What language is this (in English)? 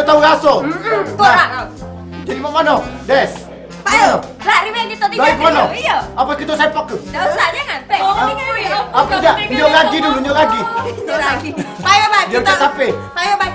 Musi